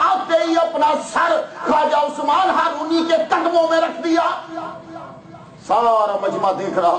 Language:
Urdu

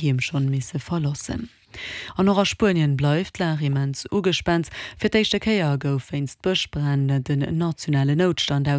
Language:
Luxembourgish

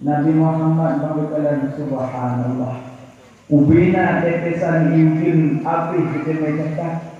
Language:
Achinese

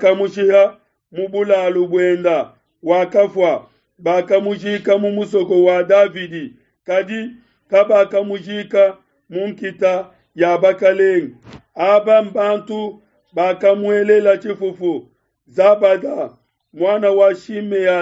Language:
Luba-Lulua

